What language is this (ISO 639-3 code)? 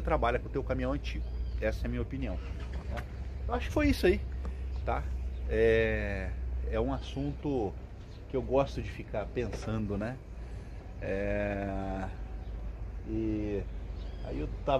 por